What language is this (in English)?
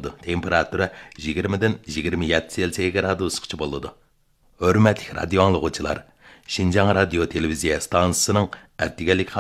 Uyghur